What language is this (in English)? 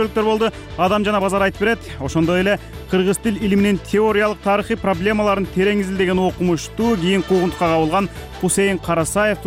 Kyrgyz